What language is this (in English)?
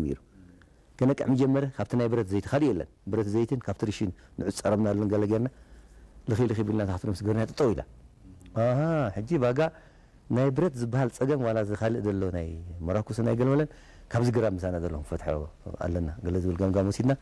Tigrinya